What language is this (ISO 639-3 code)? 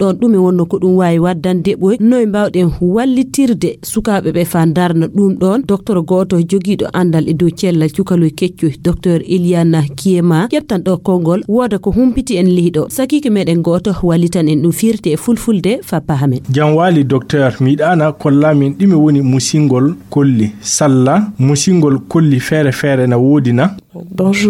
ful